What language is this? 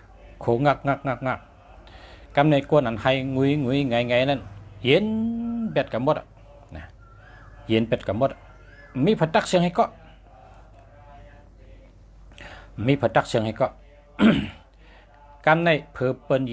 Shan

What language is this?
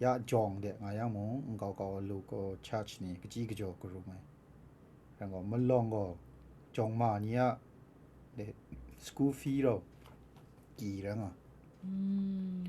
Kachin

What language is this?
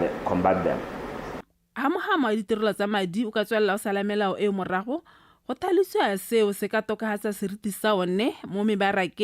Tswana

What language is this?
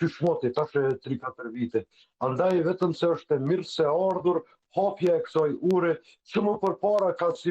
Albanian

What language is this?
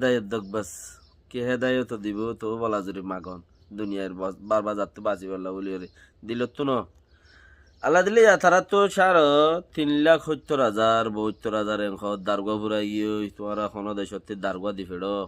Rohingya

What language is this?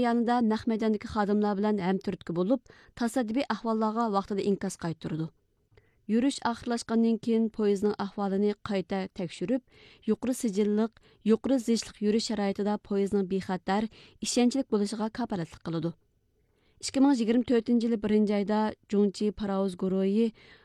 Uyghur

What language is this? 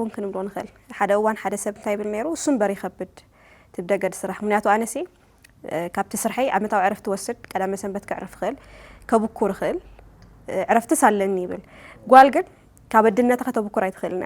Tigrinya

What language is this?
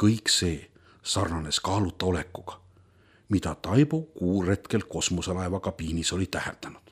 Estonian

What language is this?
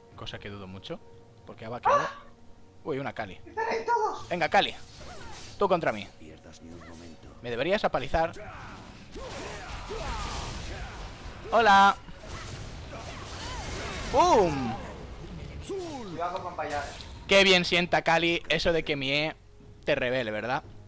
Spanish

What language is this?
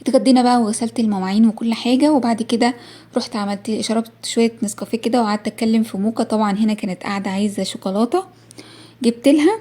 Egyptian Arabic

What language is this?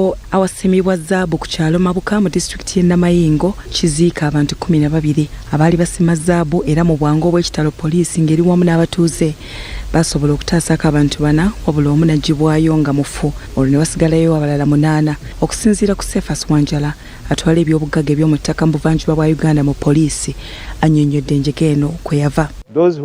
Ganda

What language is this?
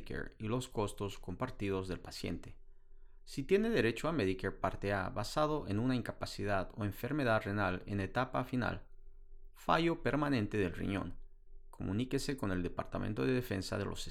Spanish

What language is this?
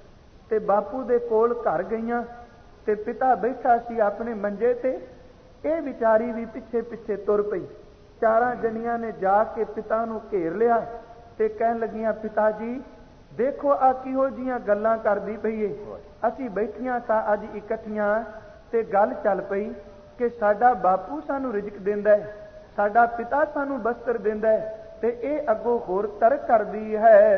Punjabi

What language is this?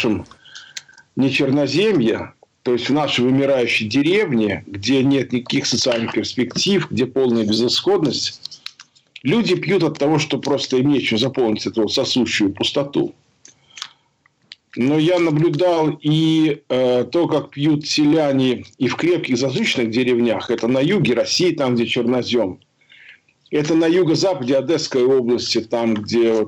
Russian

